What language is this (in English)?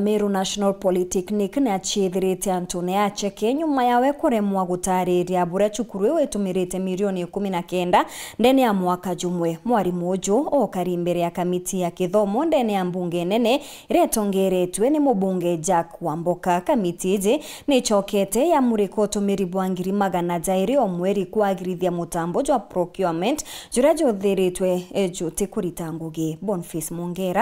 Meru